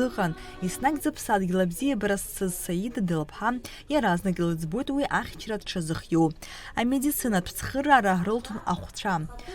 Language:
Abkhazian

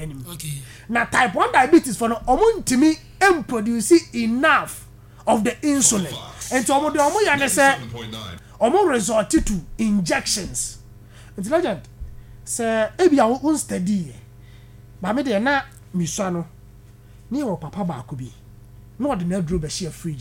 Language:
Akan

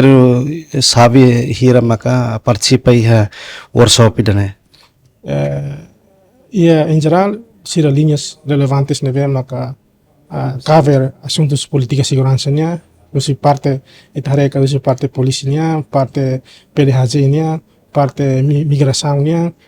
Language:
Tetum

